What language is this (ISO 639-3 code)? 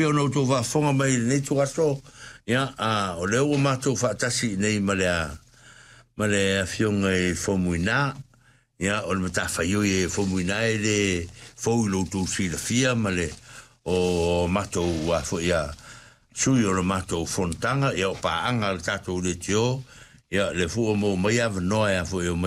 smo